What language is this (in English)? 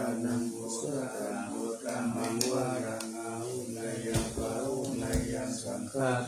Pali